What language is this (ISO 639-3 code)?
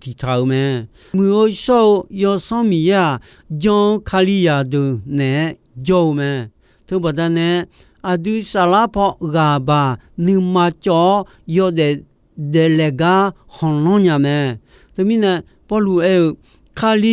ahk